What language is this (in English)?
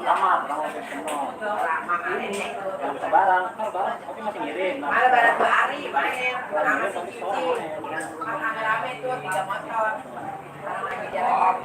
Betawi